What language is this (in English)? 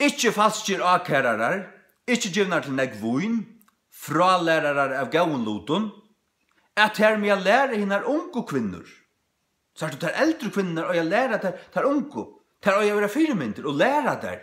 Faroese